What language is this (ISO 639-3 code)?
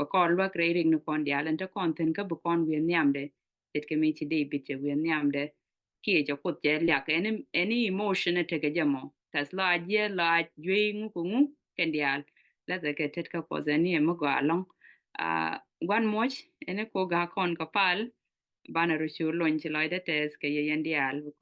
nus